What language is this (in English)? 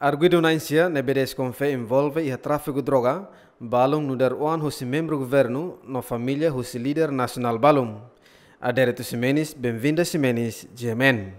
Tetum